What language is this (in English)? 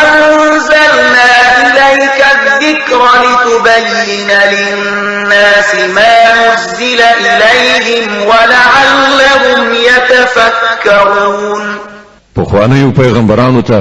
Pashto